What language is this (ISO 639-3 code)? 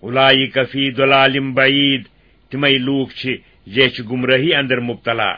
kas